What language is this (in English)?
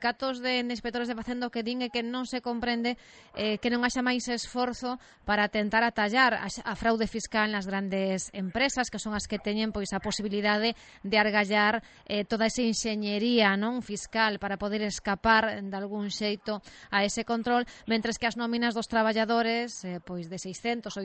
Galician